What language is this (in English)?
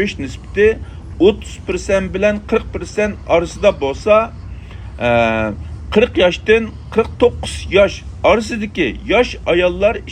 Uyghur